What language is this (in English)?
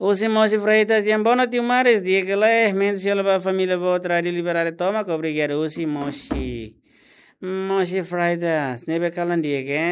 Tetum